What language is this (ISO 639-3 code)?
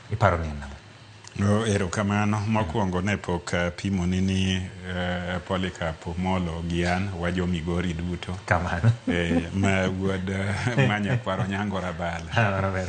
luo